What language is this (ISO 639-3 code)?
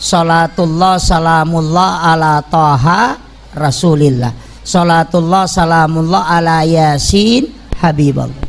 bug